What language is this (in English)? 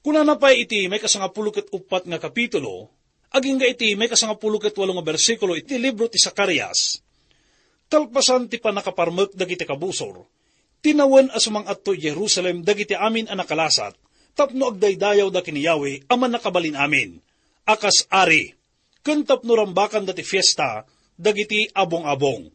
Iloko